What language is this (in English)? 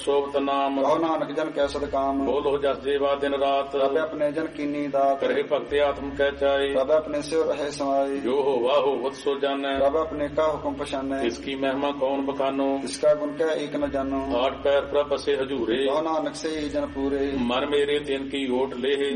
Punjabi